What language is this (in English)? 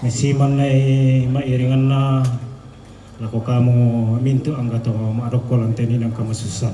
Toraja-Sa'dan